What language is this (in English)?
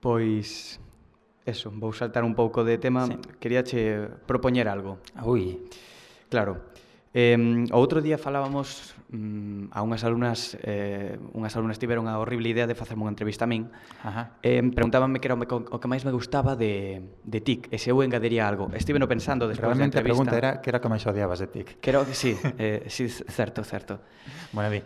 Galician